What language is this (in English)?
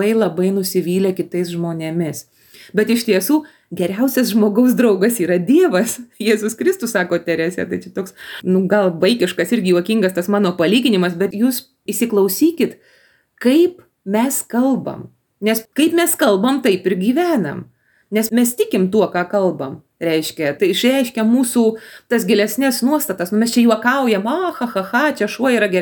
Lithuanian